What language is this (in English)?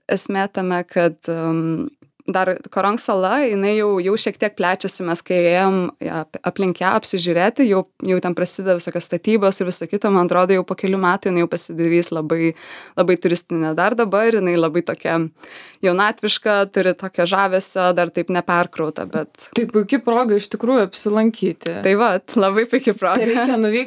Lithuanian